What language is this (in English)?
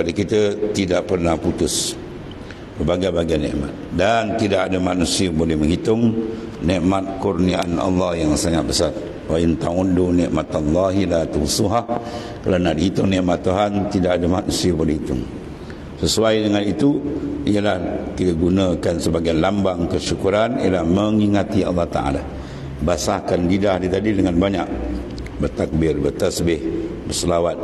Malay